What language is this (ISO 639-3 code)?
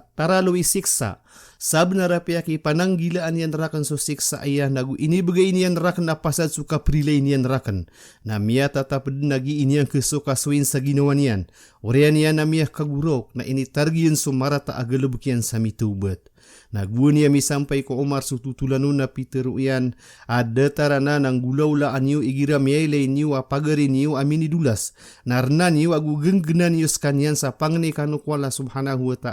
mrw